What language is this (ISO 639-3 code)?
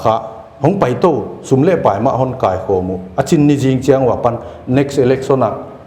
pck